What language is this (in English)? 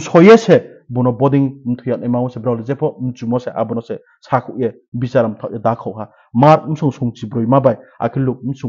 Riang (India)